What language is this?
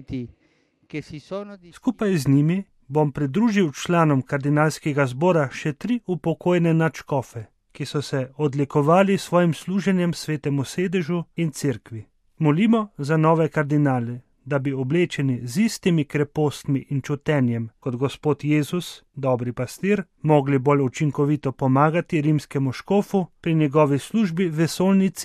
Slovenian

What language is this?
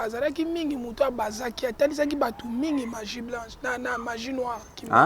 Lingala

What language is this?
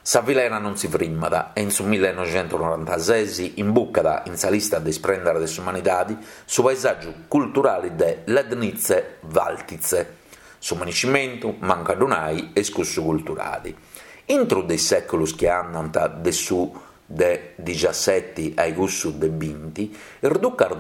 Sardinian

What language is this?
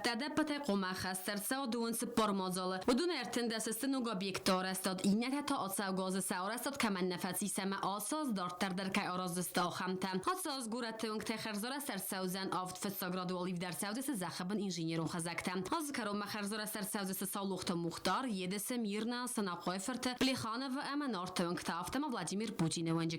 Ossetic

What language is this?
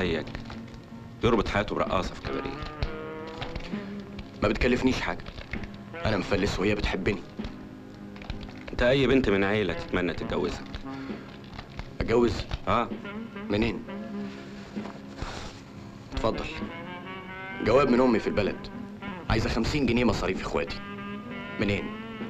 Egyptian Arabic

